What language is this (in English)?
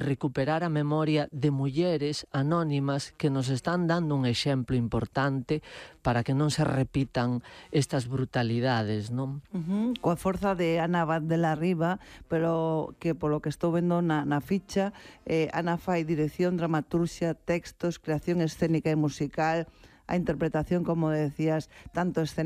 Galician